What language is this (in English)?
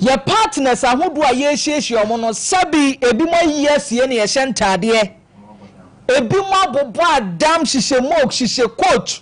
Akan